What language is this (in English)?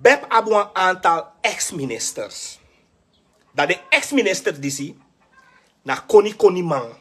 Sranan Tongo